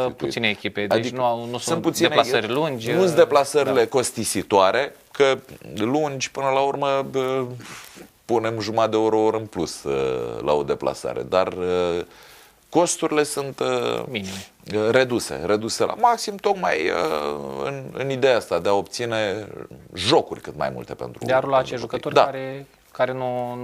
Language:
Romanian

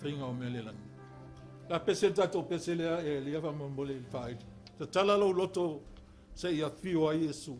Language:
Samoan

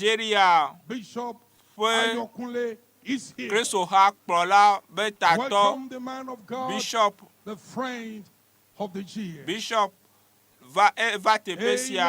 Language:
Ewe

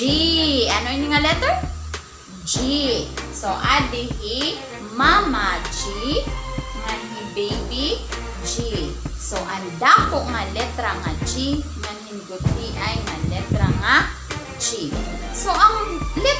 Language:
Waray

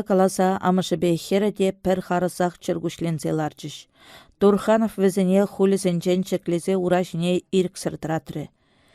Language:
Chuvash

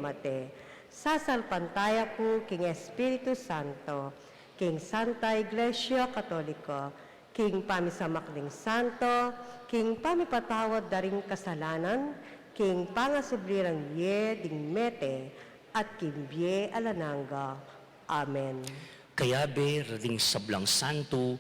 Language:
Pampanga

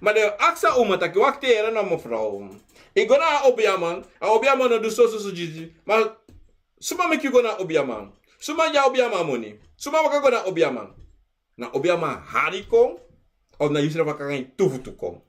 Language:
Sranan Tongo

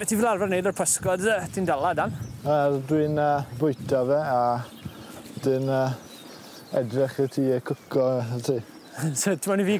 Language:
Welsh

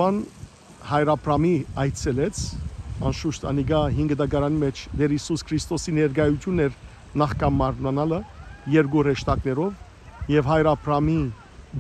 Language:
Western Armenian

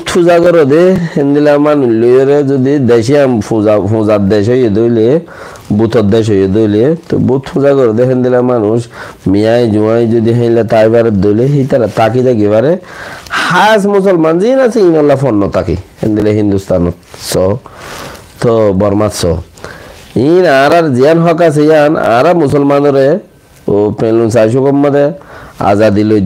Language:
Rohingya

